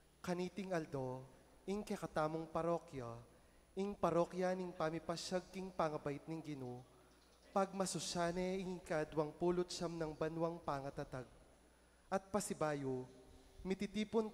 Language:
Pampanga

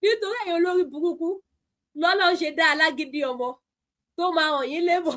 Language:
Yoruba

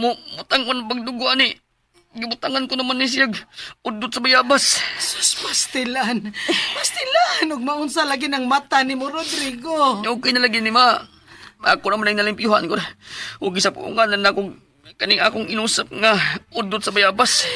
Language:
Cebuano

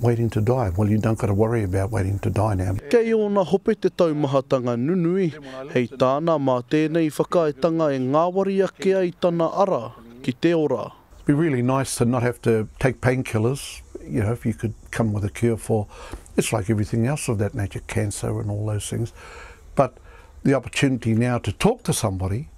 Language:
Māori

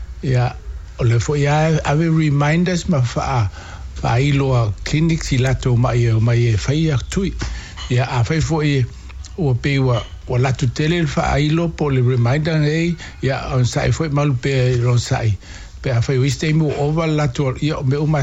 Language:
Samoan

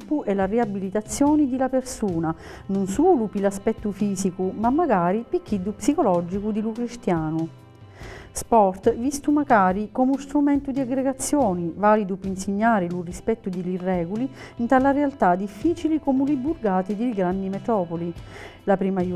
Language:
Sicilian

